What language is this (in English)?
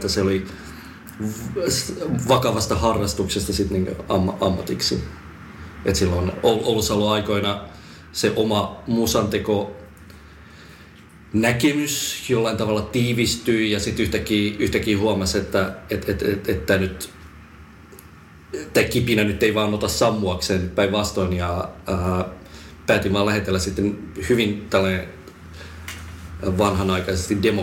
Finnish